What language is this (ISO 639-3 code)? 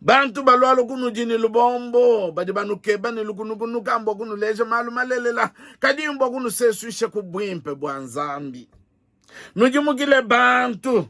lua